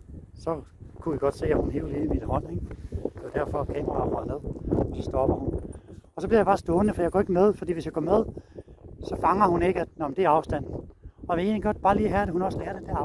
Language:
Danish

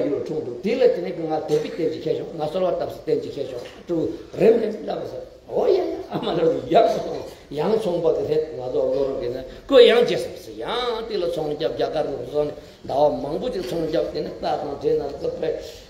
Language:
Tibetan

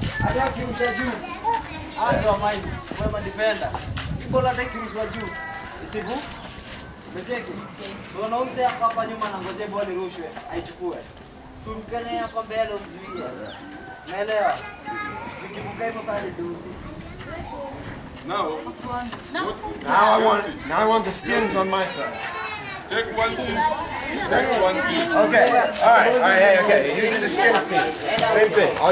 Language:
Swahili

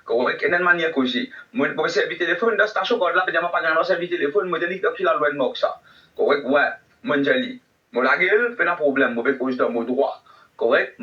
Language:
Morisyen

